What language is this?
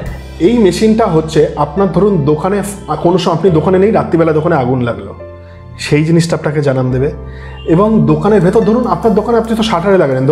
Bangla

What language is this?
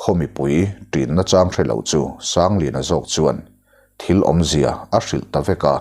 Mizo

